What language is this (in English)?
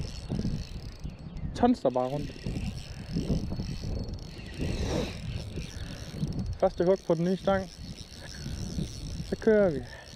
Danish